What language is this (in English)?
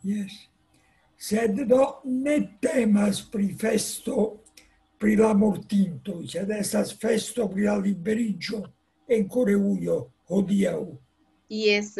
Esperanto